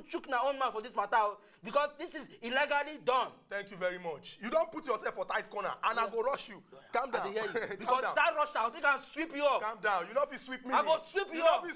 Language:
Nigerian Pidgin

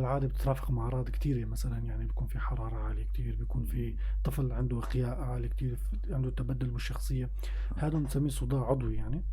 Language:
North Levantine Arabic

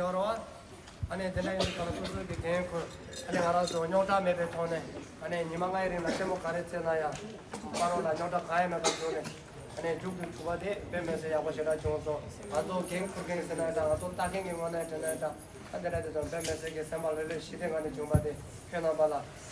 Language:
Tibetan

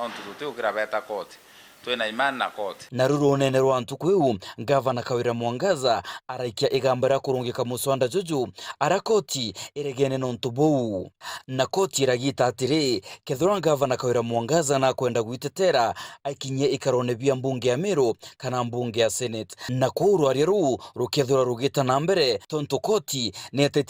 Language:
Meru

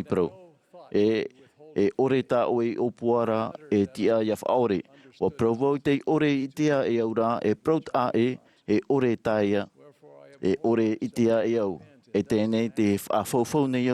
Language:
Tahitian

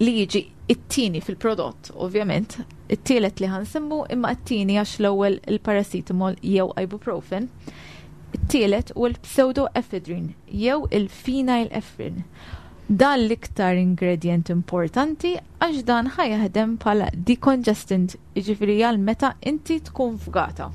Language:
Maltese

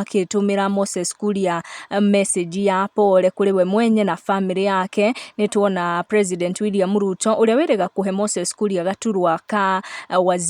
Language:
Kikuyu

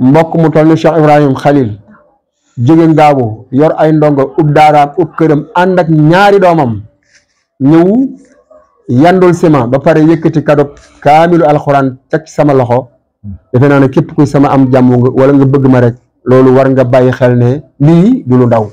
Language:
Wolof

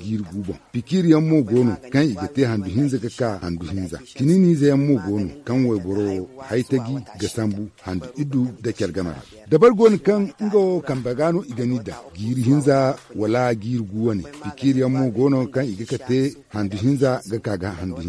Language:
Zarma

